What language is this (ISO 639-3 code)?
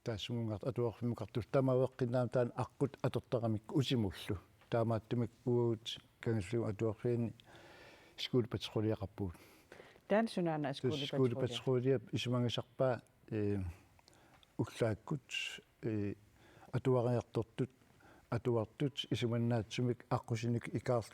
kal